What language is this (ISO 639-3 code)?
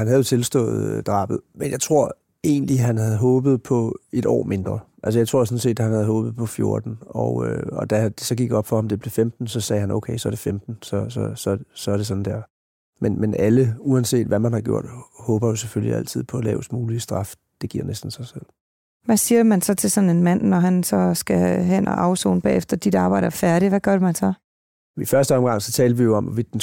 dan